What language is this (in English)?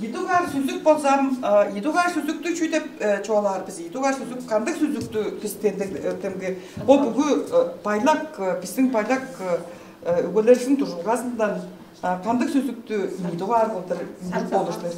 Tuvinian